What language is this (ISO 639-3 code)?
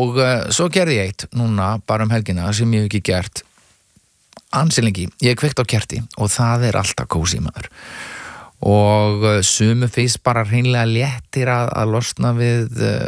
isl